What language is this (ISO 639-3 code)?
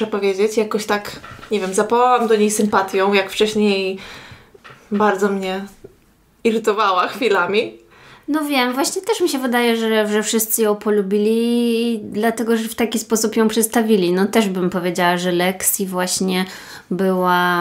pol